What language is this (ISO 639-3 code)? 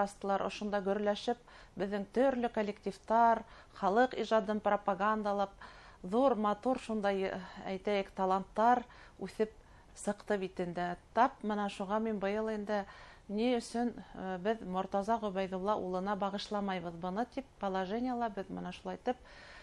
bak